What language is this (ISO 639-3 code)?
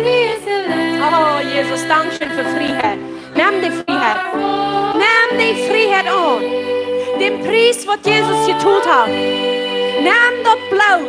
pdt